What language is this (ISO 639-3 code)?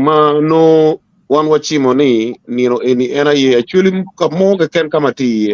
ach